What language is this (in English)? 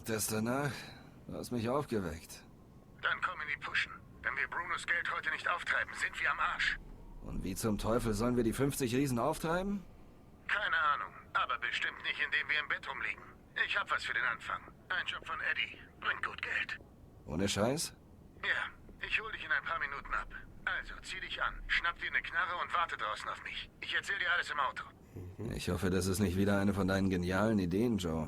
Swiss German